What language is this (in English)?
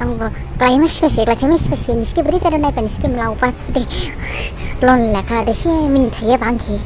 Dimasa